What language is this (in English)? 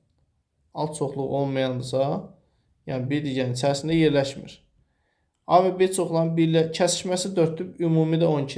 Azerbaijani